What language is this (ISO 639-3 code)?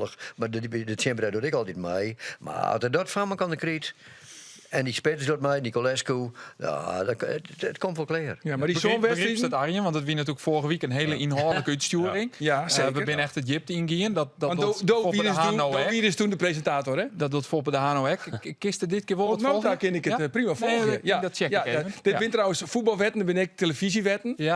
fry